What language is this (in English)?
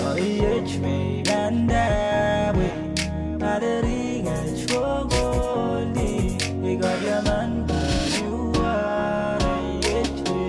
Pohnpeian